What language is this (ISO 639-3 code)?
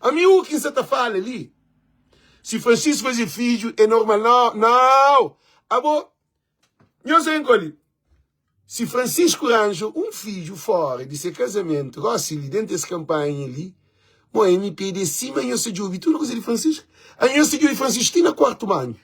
kea